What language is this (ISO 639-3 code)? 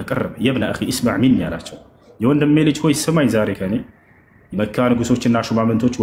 amh